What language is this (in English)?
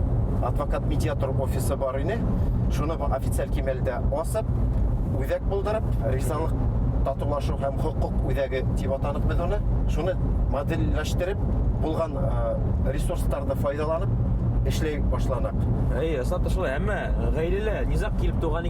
Bashkir